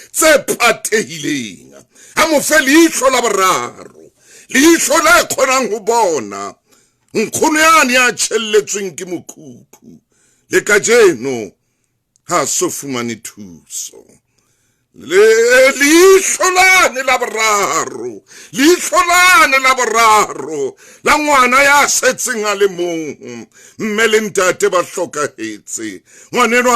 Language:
Southern Sotho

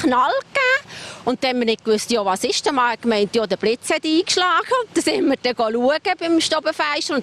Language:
Swiss German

